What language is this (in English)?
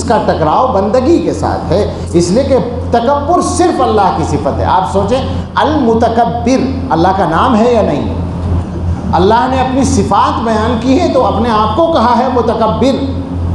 Urdu